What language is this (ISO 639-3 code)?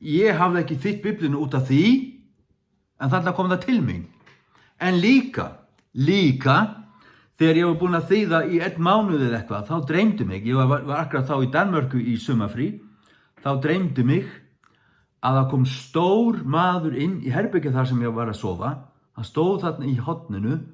fao